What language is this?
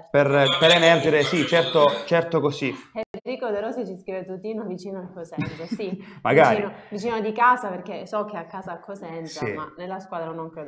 Italian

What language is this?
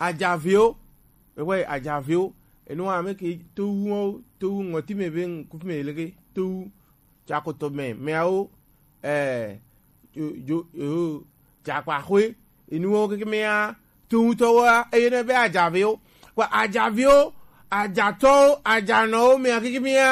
Gen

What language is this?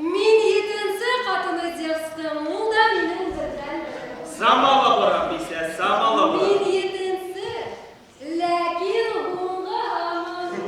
Bashkir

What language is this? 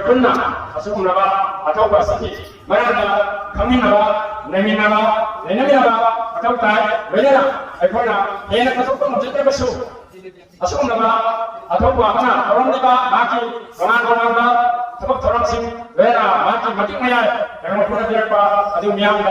Manipuri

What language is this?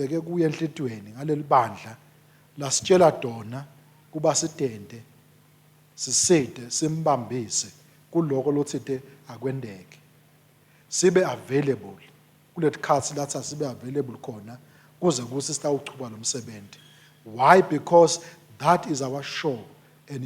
Swati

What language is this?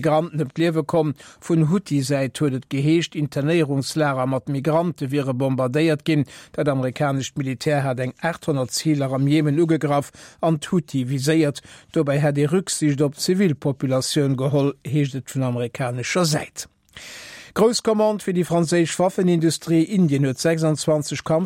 Luxembourgish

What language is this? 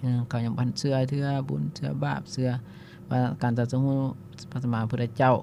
Lao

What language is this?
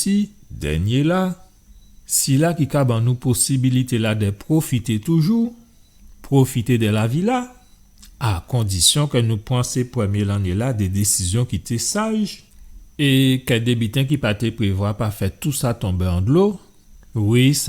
Guadeloupean Creole French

